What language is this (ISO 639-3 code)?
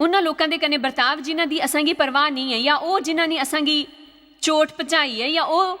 doi